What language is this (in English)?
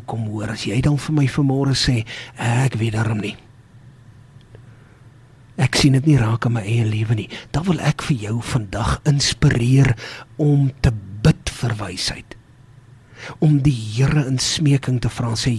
Afrikaans